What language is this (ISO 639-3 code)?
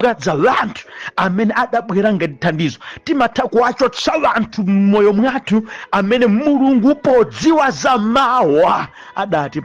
nya